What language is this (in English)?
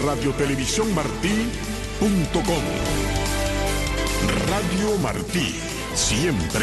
Spanish